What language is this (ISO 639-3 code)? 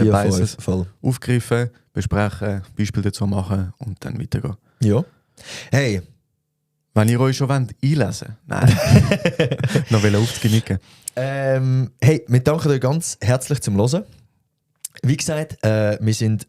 gsw